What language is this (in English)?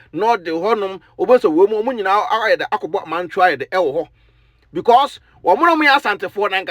Akan